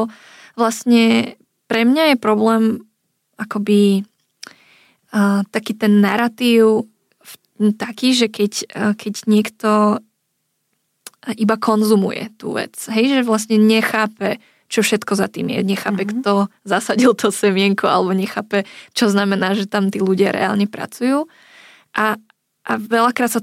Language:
Slovak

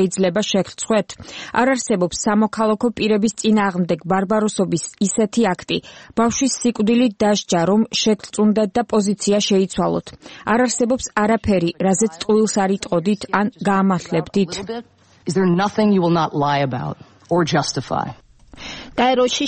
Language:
Georgian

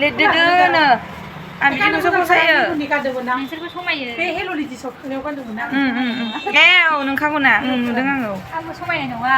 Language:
Bodo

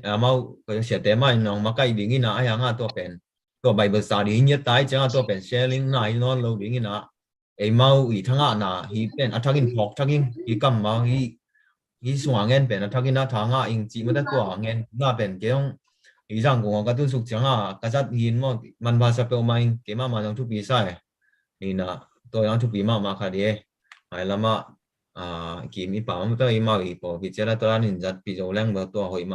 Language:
Tedim Chin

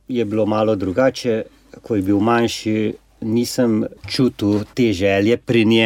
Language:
Slovenian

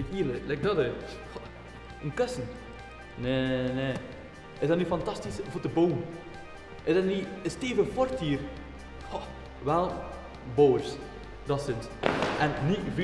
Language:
Dutch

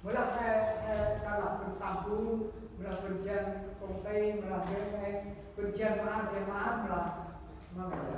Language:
Central Mnong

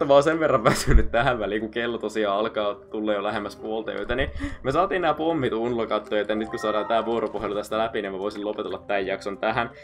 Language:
Finnish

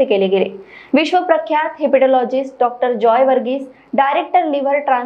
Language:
Marathi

